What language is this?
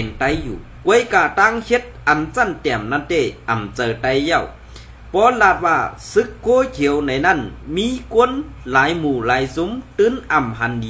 Shan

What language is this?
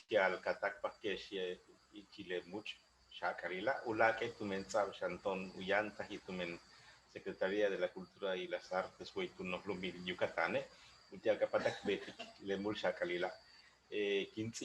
Yucateco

